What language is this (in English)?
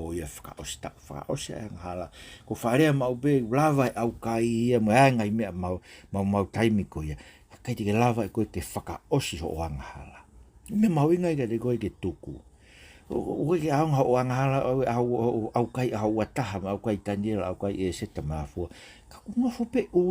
Tongan